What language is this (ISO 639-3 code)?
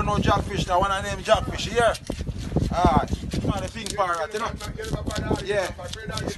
jam